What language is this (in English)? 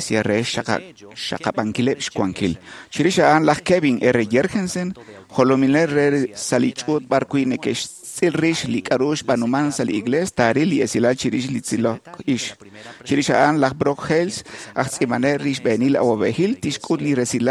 Kekchí